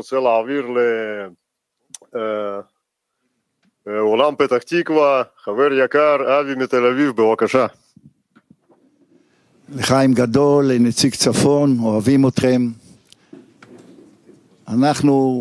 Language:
Hebrew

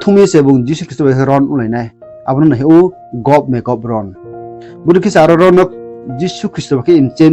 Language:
Riang (India)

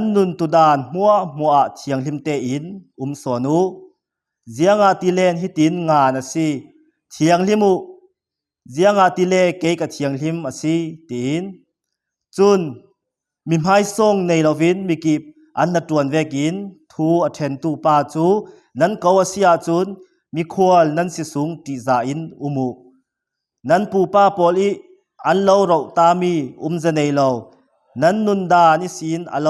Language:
Falam Chin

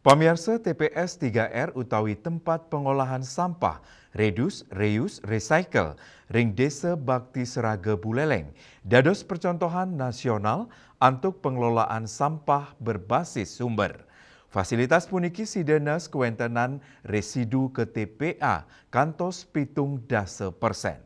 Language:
Balinese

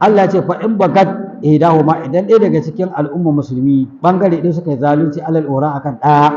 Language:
Hausa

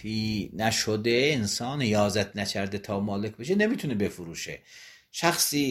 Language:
Persian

